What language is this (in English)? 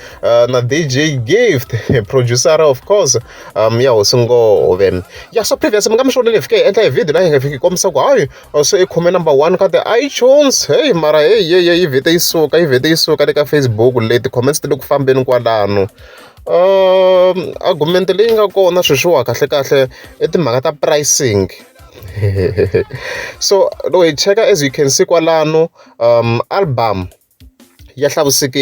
Tsonga